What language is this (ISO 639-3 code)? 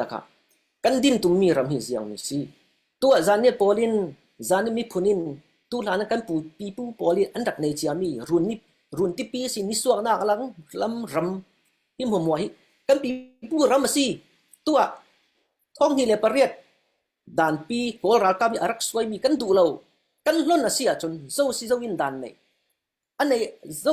cfm